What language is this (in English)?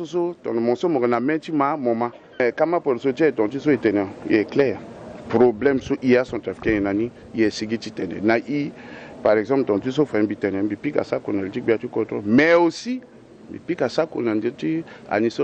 Sango